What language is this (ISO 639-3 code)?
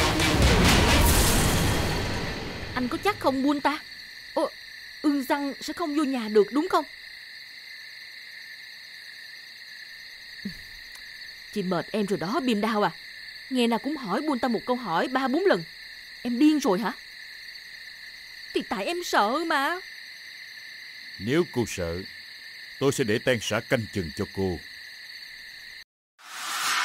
vie